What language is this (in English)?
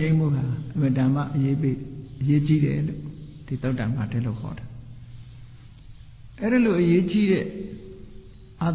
Burmese